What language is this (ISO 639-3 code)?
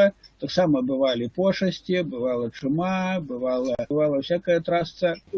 bel